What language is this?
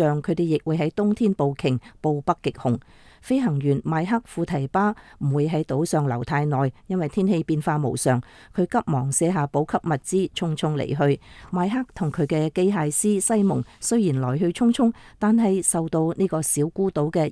Cantonese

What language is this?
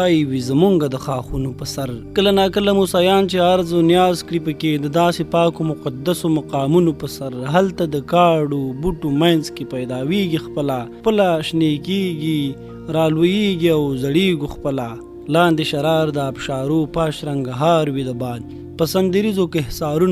Pashto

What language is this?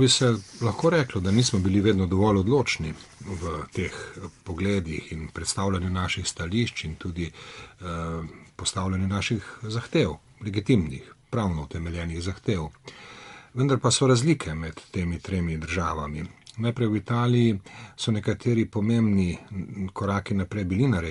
Slovenian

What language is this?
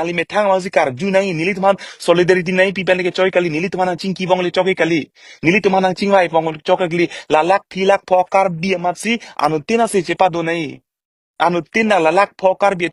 Karbi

